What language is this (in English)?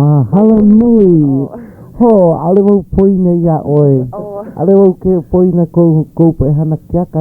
Hawaiian